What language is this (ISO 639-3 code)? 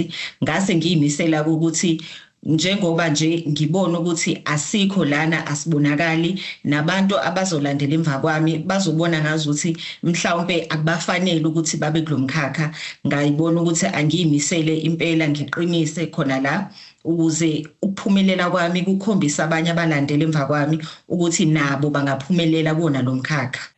zul